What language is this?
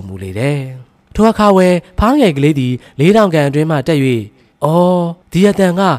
Burmese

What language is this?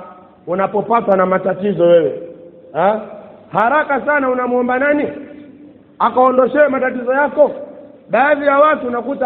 Swahili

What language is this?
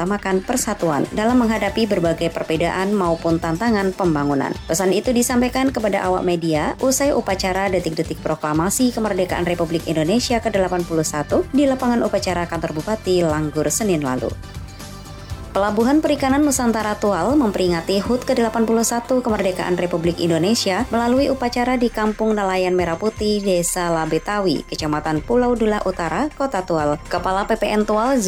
Indonesian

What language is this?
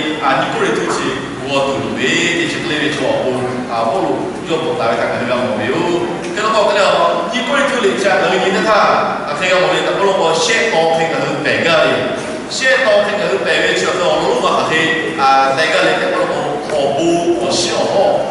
Lahu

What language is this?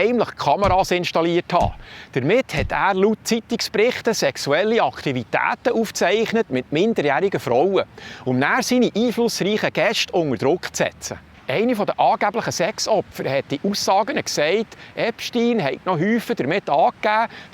Swiss German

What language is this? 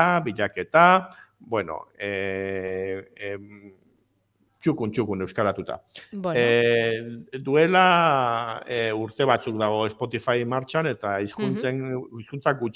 Basque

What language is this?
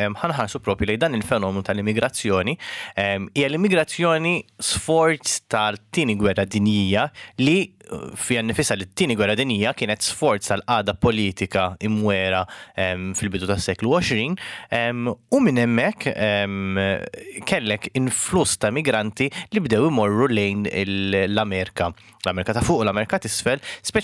Maltese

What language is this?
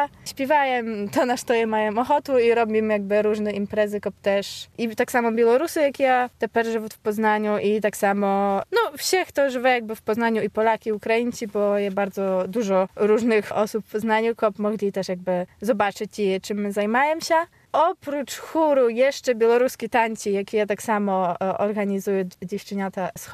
Belarusian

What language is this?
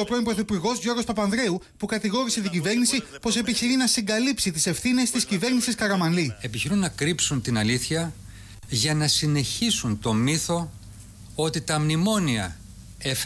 Greek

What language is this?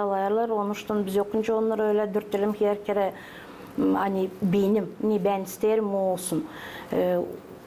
Gagauz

